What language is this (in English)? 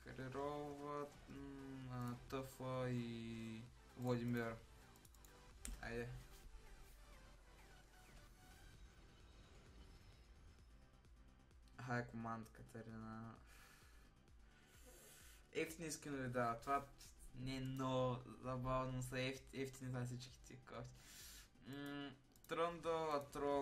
Bulgarian